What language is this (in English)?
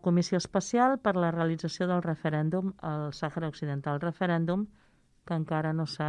Catalan